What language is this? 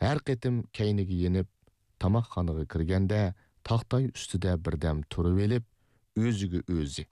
Uyghur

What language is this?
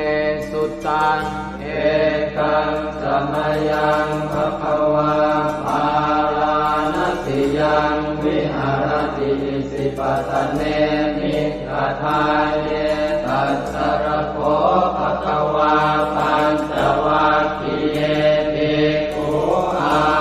Pali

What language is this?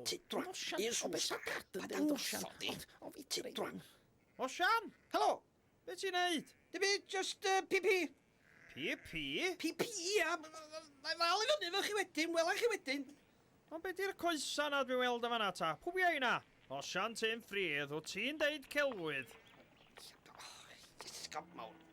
Welsh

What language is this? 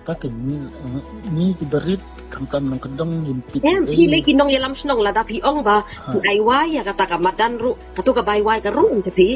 Khasi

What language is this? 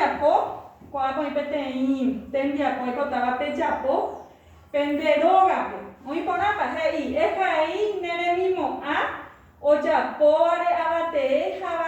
Guarani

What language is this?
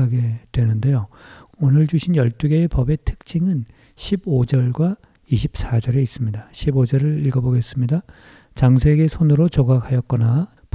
Korean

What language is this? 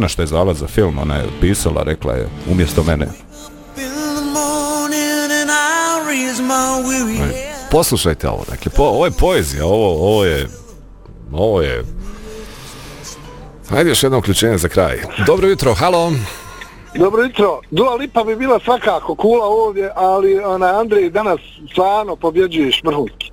Bosnian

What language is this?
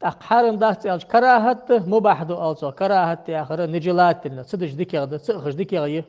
Ingush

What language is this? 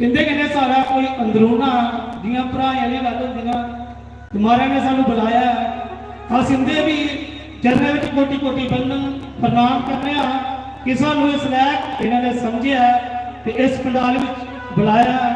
Dogri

